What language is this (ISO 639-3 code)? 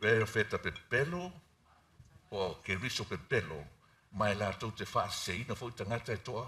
smo